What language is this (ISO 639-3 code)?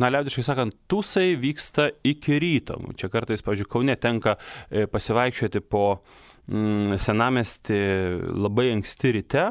lit